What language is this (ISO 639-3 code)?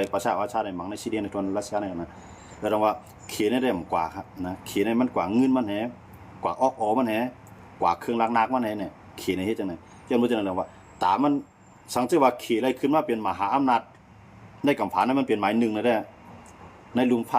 shn